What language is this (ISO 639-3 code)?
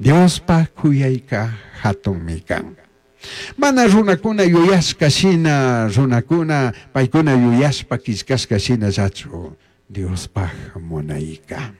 qug